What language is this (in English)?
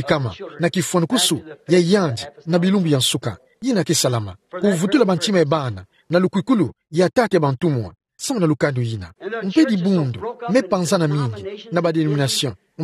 Kituba (Democratic Republic of Congo)